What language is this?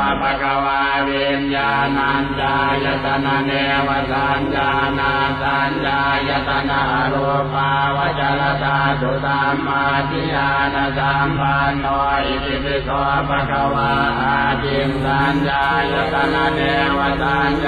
Pali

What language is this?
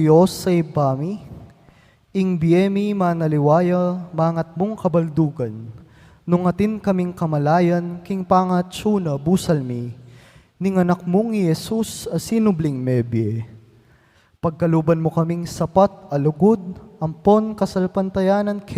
Pampanga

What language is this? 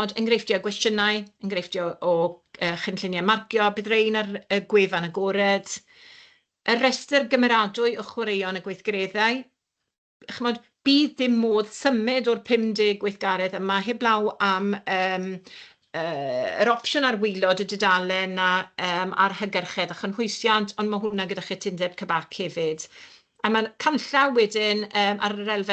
Welsh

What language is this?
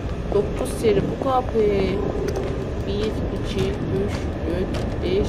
South Azerbaijani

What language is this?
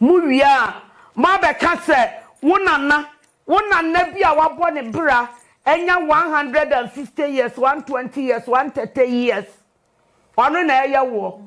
Akan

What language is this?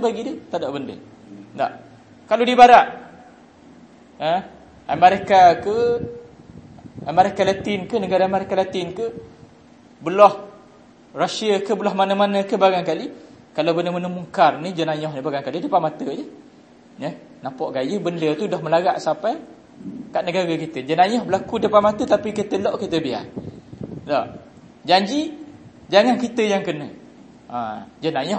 Malay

